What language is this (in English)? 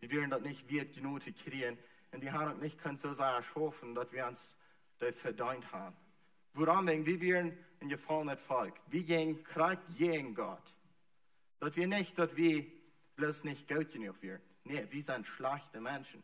Plautdietsch